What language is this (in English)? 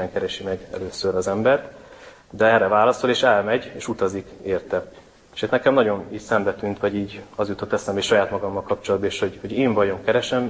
Hungarian